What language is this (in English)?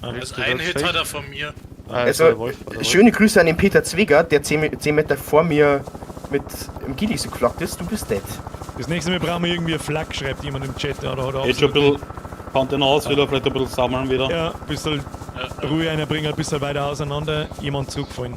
Bavarian